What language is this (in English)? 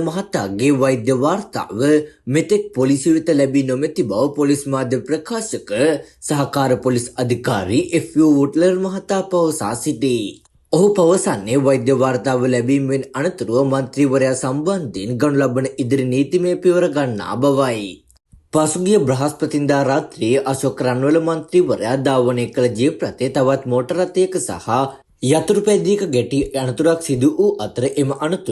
Sinhala